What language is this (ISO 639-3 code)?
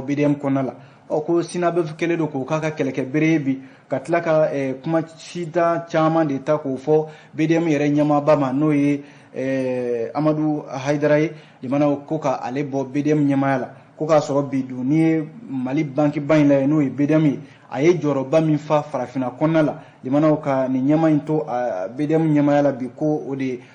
bam